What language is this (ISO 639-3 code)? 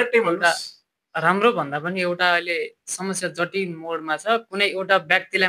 nep